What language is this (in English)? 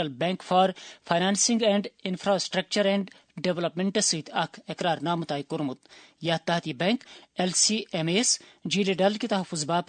Kashmiri